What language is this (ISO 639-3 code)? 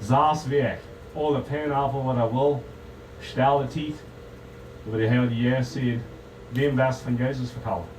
pdt